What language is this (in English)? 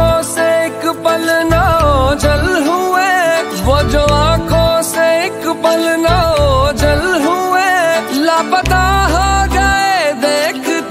Hindi